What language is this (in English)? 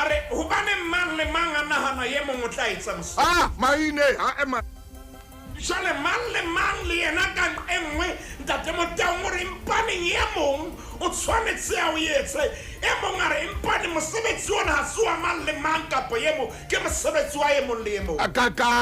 Southern Sotho